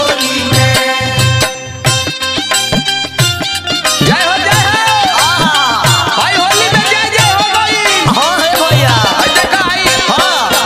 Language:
Bhojpuri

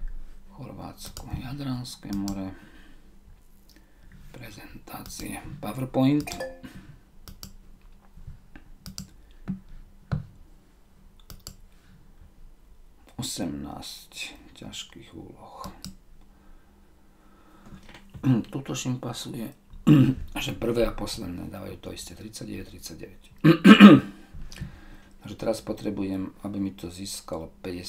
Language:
Slovak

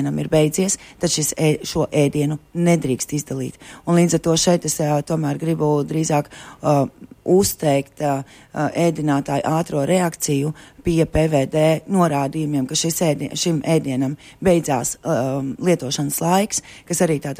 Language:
Latvian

